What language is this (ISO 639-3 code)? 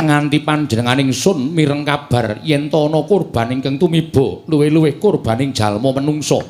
jav